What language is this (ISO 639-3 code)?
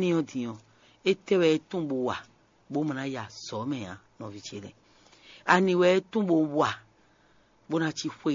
fon